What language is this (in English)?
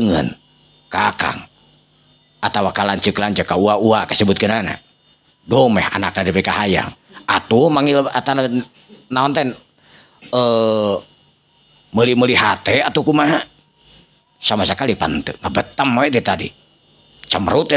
Sundanese